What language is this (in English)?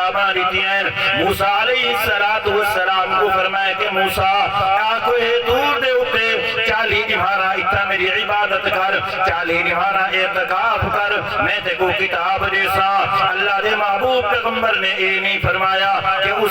Saraiki